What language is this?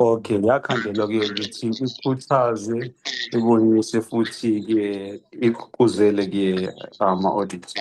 Zulu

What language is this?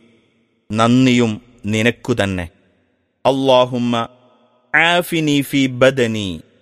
Malayalam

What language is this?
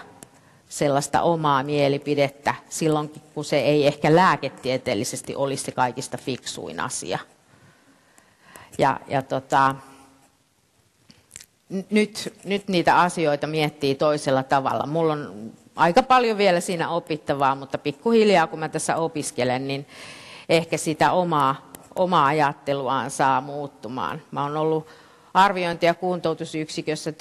Finnish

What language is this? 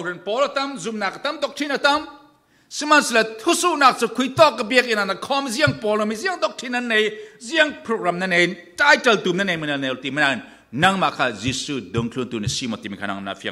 Falam Chin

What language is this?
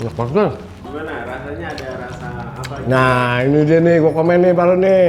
Betawi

